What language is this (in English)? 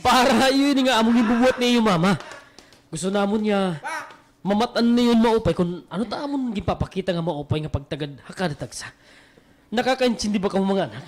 Waray